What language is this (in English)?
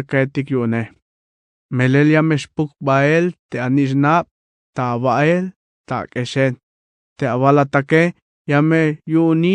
Tzeltal